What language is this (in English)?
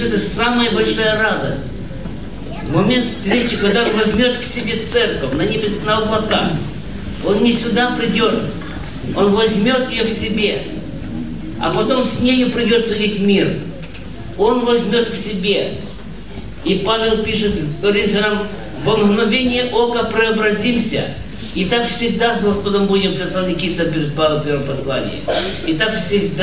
Russian